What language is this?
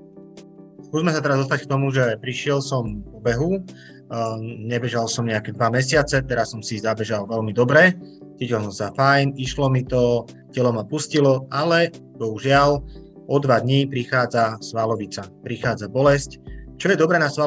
Slovak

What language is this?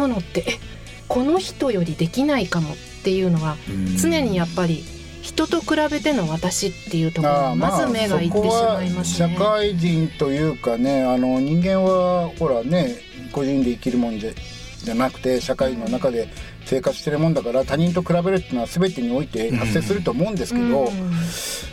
Japanese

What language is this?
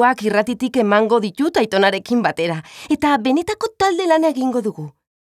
Basque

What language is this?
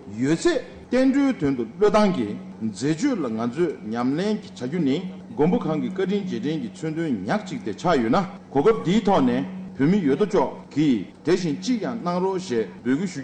Tibetan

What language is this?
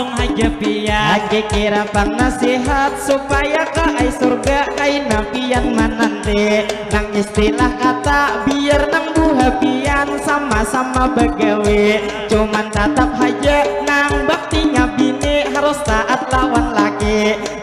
Banjar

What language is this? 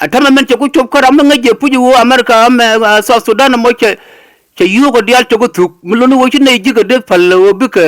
Nuer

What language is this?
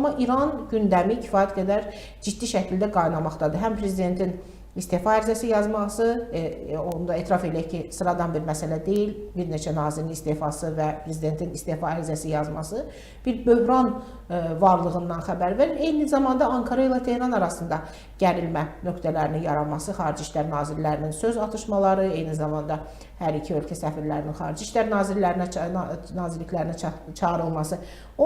Azerbaijani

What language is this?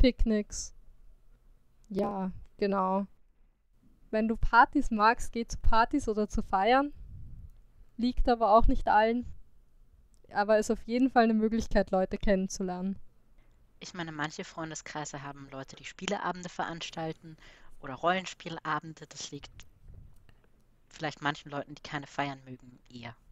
German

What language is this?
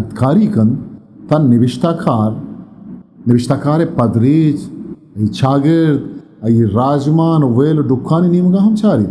Eastern Balochi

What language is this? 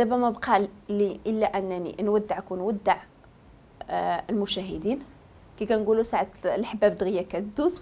Moroccan Arabic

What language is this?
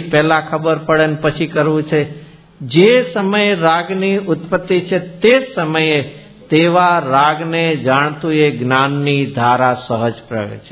Gujarati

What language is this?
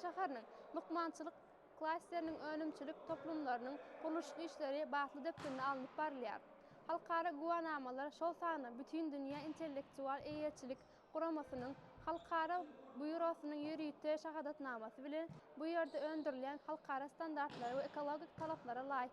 Turkmen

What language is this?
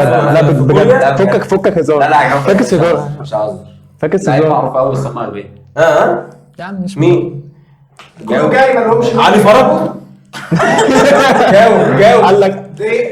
Egyptian Arabic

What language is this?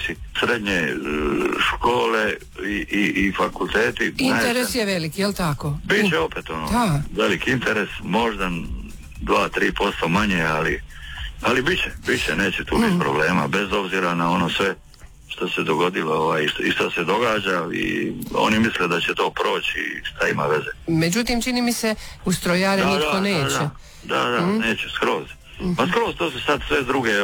Croatian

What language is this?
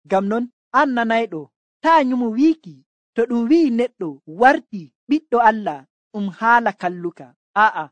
Nigerian Fulfulde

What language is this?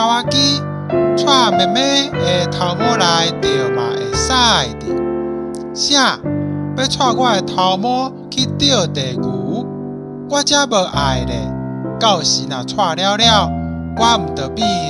Min Nan Chinese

